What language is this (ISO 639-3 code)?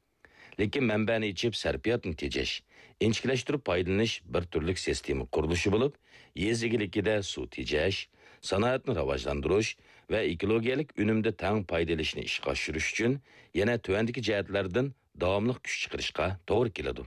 uig